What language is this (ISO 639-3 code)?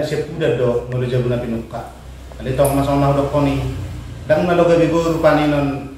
bbc